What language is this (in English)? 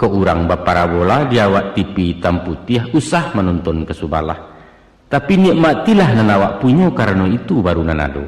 Minangkabau